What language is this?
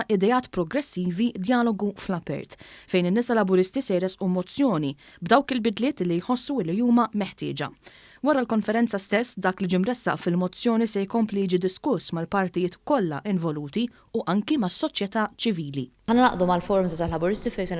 Maltese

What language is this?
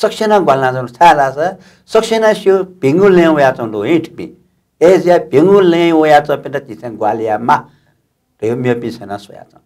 Newari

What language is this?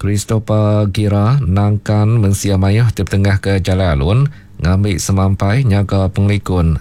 Iban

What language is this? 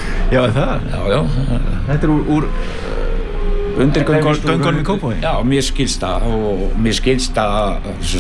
Icelandic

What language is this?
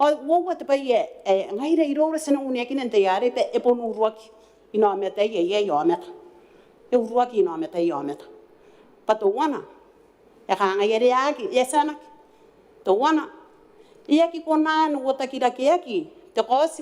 Gilbertese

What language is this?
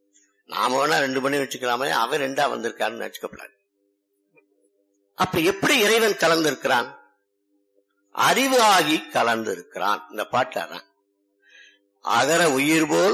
Tamil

